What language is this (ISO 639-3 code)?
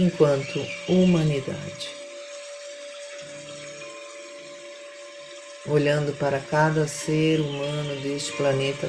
por